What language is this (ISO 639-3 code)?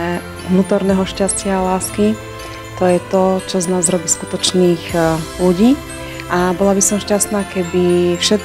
slk